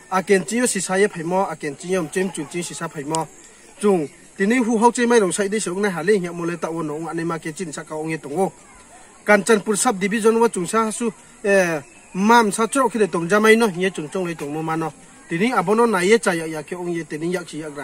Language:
Riang (India)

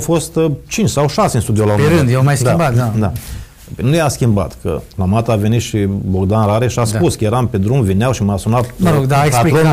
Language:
Romanian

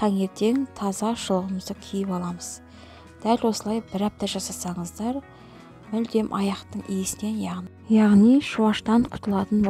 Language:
Kazakh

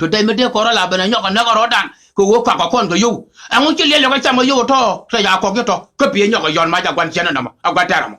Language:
Nuer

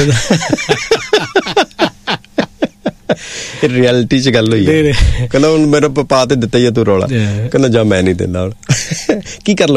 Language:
Punjabi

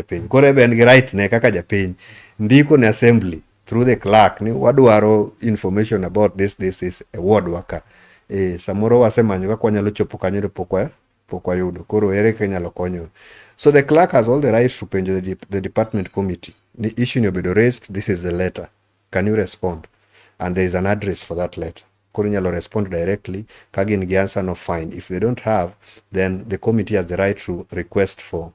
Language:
Luo (Kenya and Tanzania)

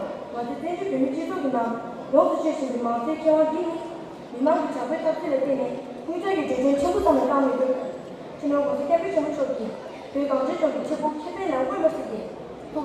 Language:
Tibetan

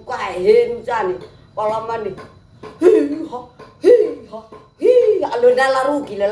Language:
Nias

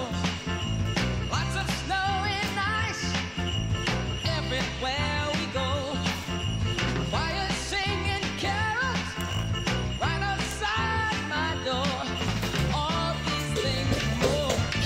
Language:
English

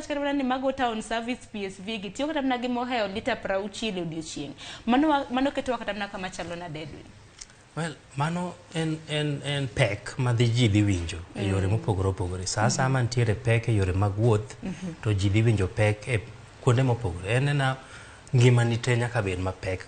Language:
Luo (Kenya and Tanzania)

